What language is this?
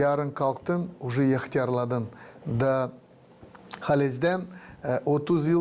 Gagauz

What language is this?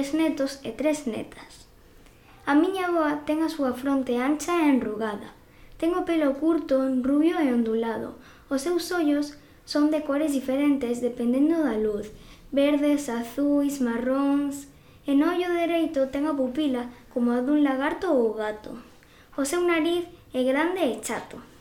Galician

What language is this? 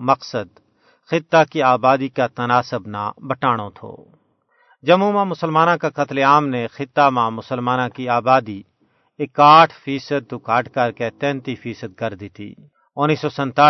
Gujari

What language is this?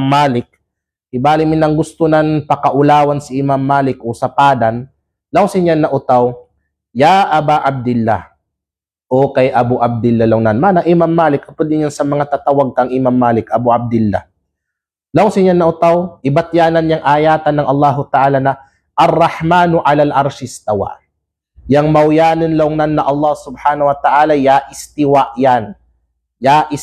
Kalagan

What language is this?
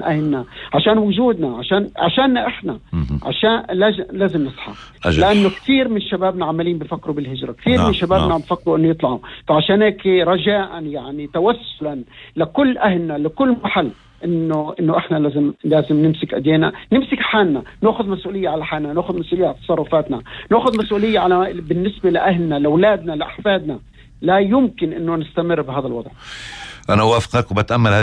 North Levantine Arabic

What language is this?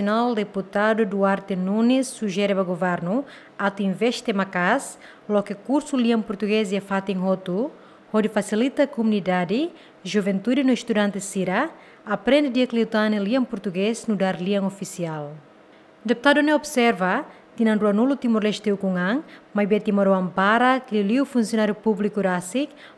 Tetum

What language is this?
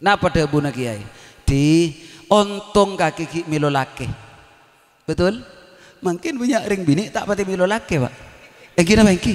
Madurese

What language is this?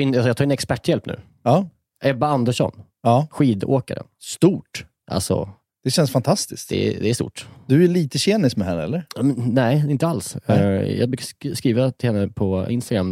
Swedish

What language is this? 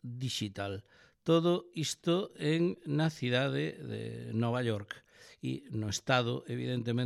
Galician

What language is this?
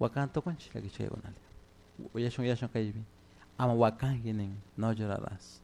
Chimborazo Highland Quichua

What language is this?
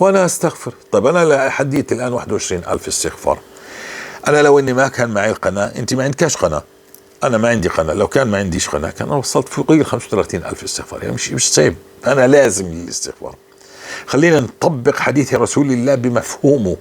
North Levantine Arabic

